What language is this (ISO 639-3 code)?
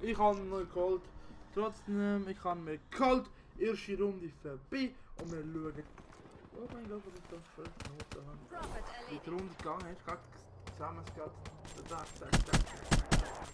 gsw